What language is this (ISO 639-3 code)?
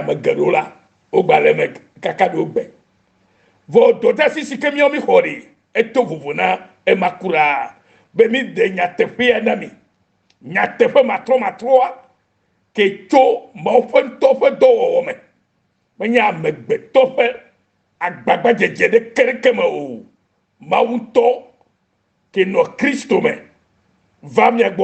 ewe